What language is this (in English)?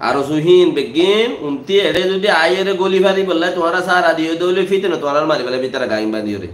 Rohingya